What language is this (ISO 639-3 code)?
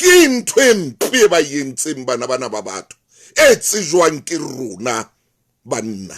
sot